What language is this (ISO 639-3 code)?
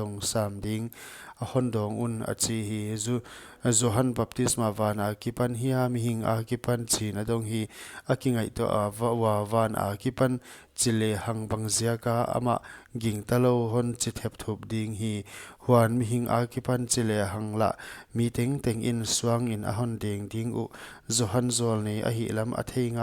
pck